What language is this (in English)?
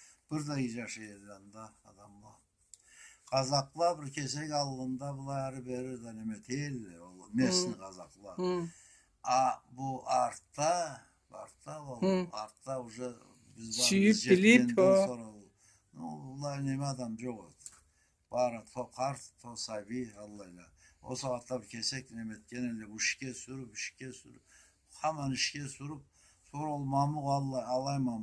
Karachay-Balkar